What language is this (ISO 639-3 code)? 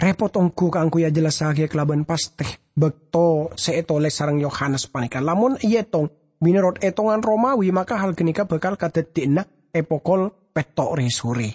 mad